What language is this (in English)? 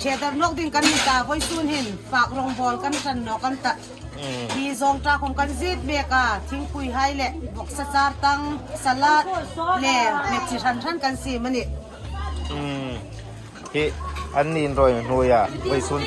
Hmar